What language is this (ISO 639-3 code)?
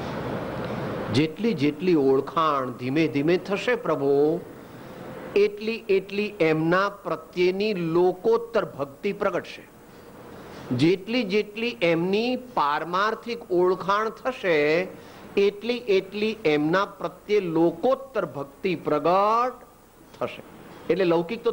guj